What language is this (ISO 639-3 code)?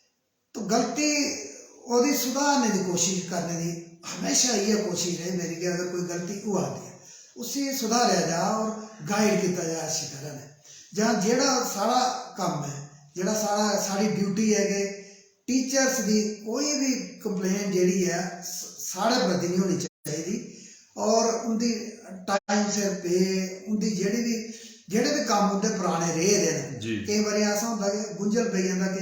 doi